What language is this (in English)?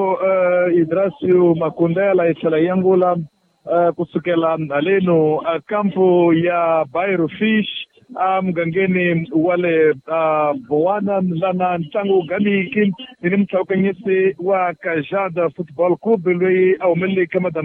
Tsonga